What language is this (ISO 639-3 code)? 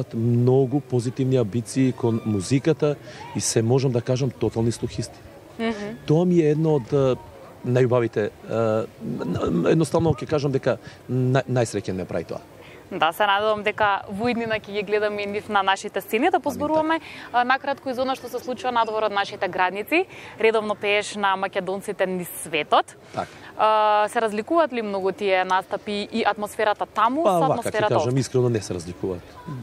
mkd